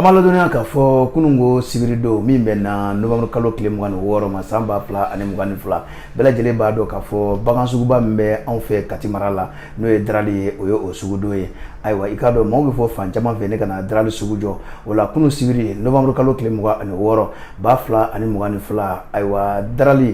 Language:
Bambara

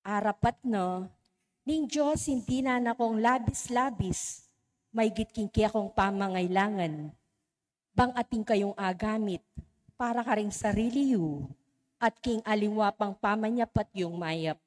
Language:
Pampanga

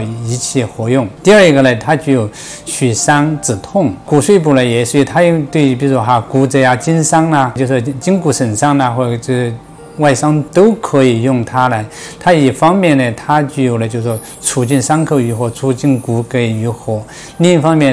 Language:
Chinese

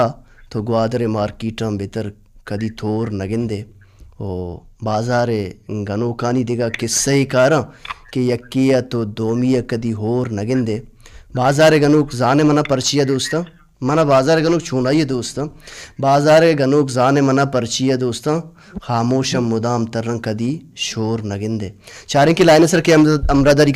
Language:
Baluchi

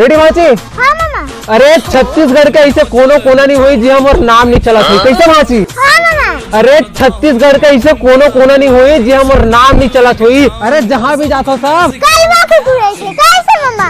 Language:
Chhattisgarhi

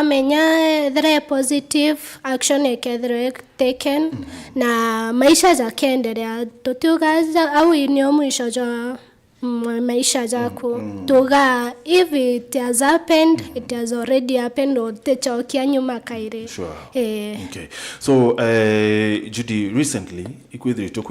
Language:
Meru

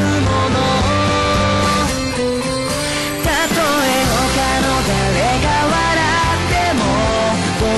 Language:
Japanese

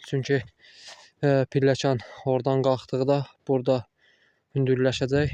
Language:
Azerbaijani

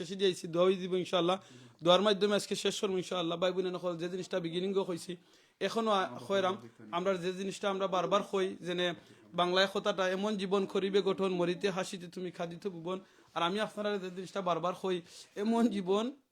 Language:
Sylheti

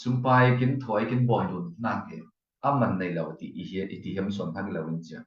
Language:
Falam Chin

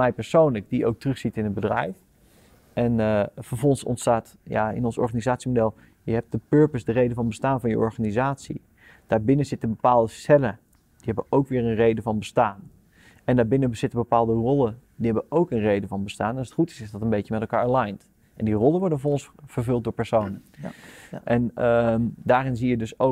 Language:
Dutch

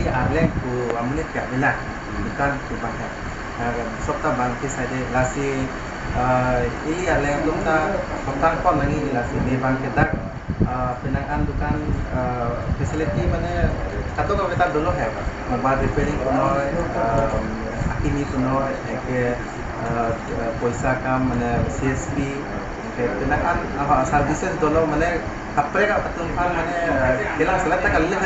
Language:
Karbi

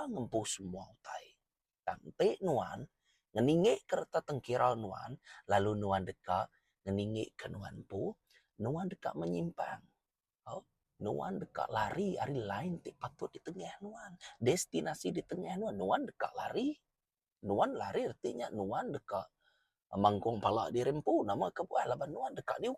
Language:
Iban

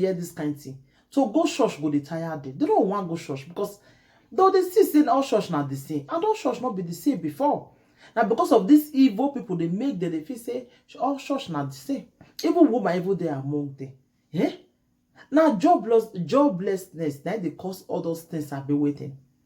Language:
Nigerian Pidgin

